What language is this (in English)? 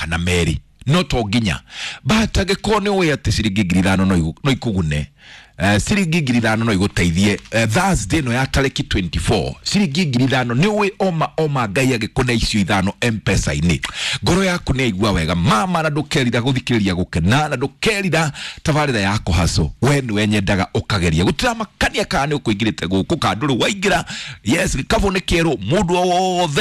Kikuyu